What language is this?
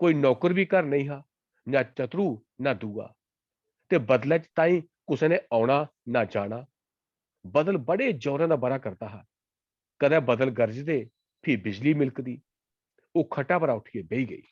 Dogri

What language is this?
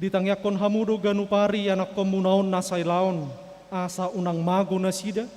Batak Toba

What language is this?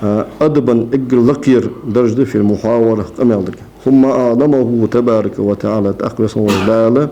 Ingush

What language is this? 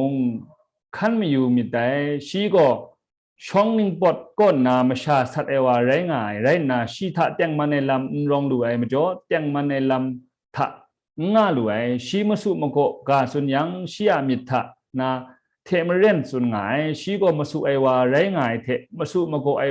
Kachin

